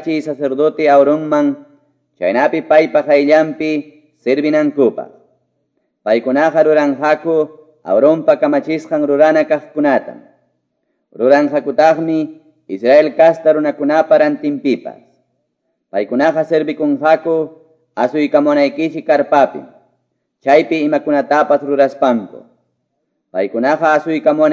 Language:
Quechua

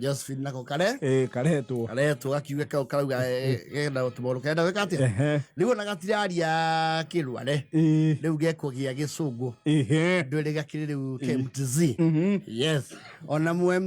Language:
Kikuyu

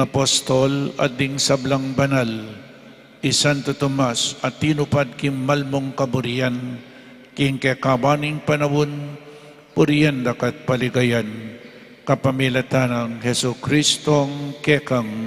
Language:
Pampanga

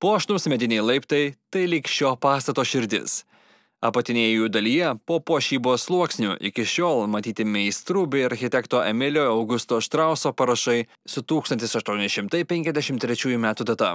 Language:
Lithuanian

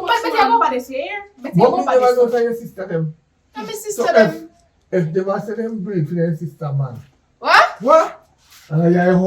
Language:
Jamaican Creole English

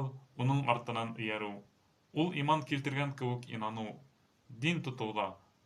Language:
Bashkir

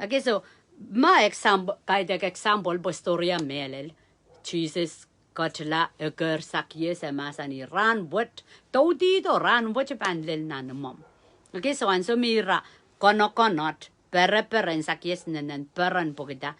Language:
Pohnpeian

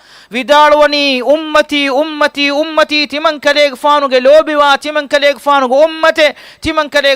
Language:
Divehi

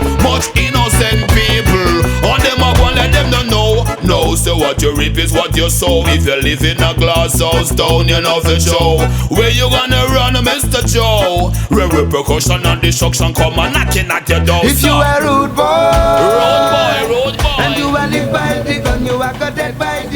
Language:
Jamaican Creole English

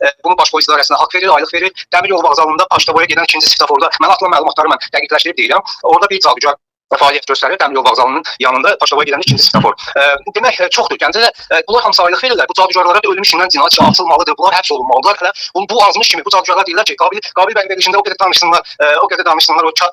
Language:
Azerbaijani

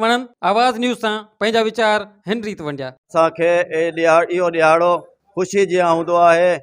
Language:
Sindhi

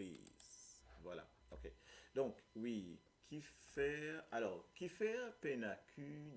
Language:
Morisyen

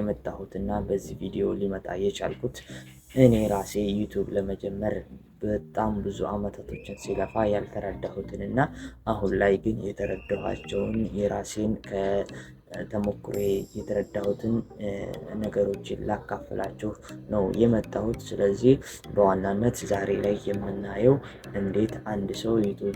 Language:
Amharic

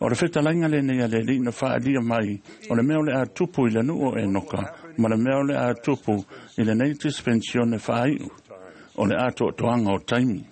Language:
Samoan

